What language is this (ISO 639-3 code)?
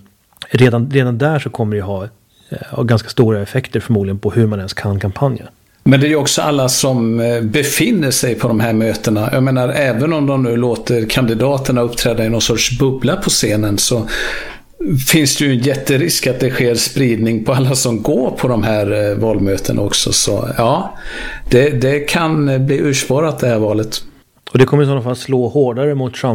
swe